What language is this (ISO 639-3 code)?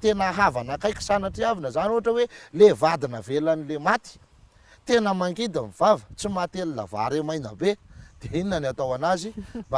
mlg